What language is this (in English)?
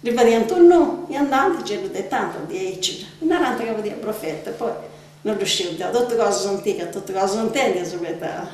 Sardinian